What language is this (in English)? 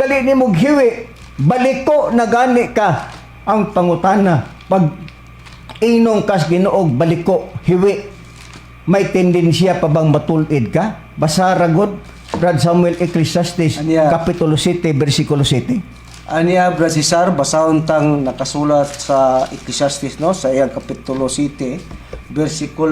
Cebuano